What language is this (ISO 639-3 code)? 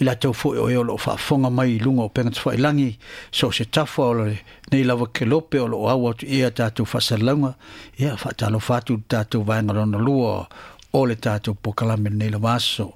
smo